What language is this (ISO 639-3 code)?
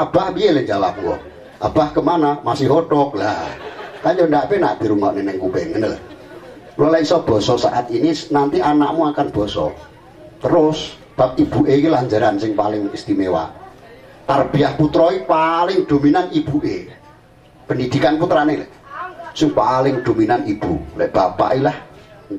jav